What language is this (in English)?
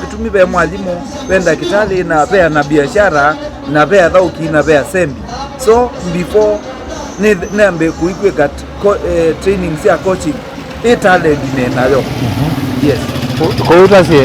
Kamba